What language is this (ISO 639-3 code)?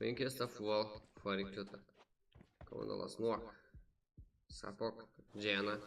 kaa